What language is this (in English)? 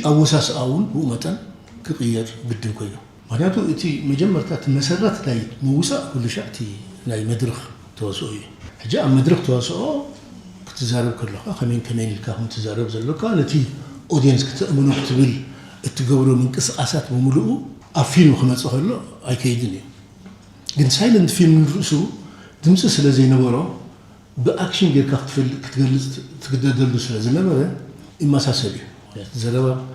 Tigrinya